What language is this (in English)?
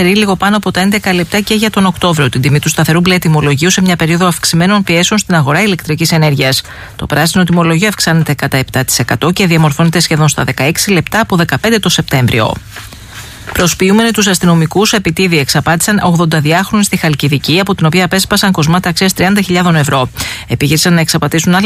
Greek